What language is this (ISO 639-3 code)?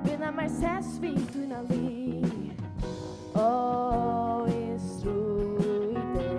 fao